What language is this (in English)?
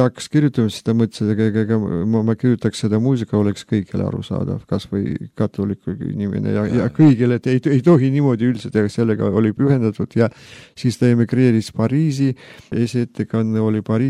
Estonian